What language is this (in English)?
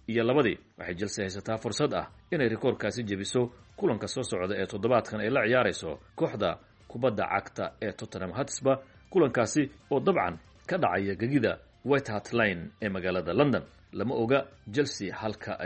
Somali